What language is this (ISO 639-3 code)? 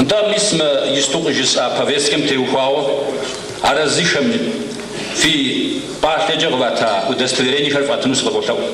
kbd